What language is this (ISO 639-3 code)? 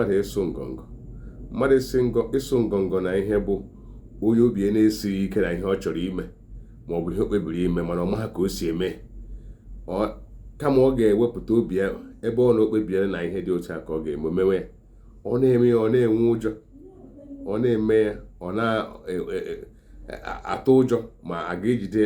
ibo